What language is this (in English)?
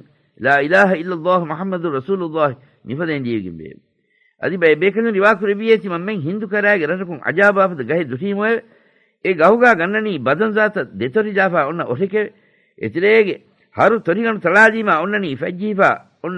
Divehi